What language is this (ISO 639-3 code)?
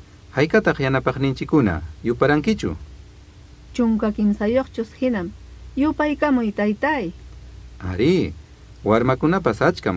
quy